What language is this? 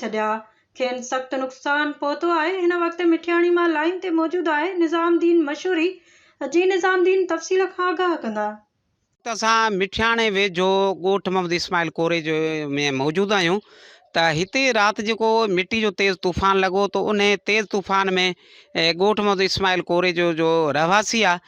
Sindhi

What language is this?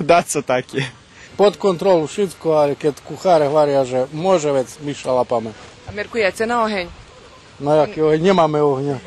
Rusyn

